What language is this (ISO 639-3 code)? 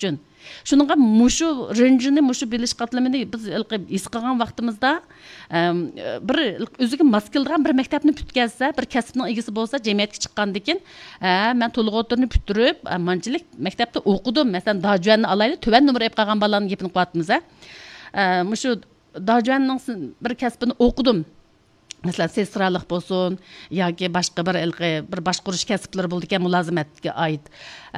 uig